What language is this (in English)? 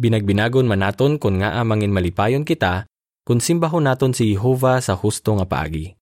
Hiligaynon